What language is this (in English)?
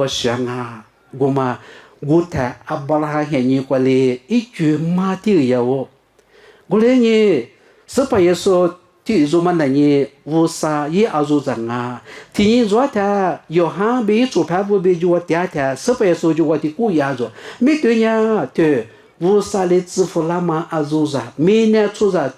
Lisu